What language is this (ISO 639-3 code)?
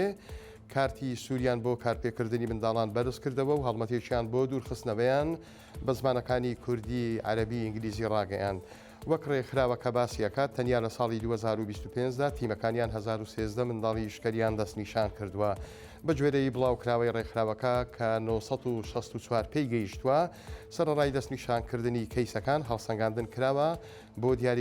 ckb